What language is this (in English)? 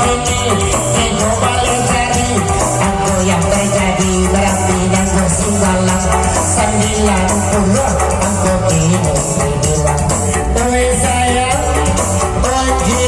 Minangkabau